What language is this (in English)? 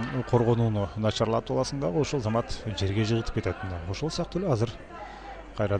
Kyrgyz